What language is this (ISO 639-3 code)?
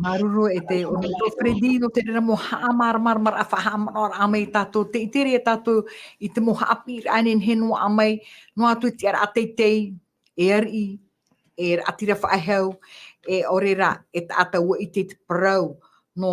tah